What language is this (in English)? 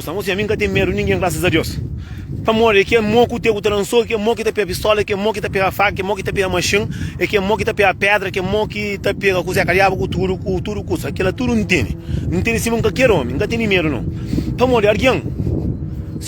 Kabuverdianu